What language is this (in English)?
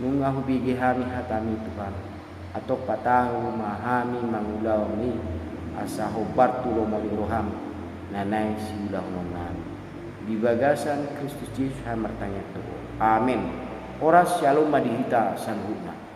Batak Toba